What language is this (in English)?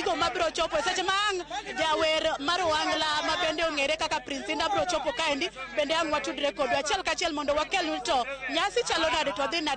Luo (Kenya and Tanzania)